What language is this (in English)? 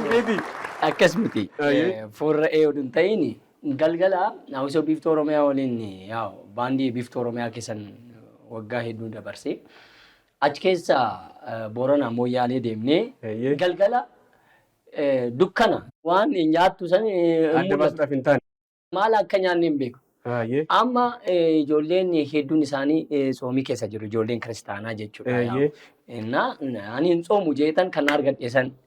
Oromo